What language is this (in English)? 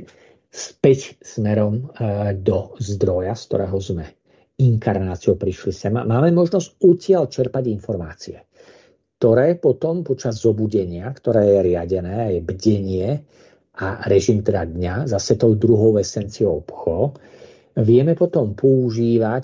Slovak